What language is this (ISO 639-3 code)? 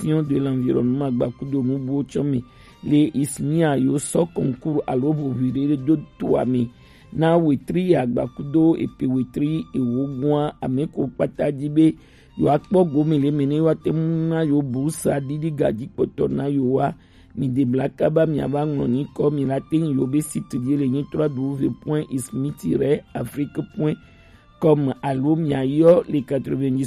gej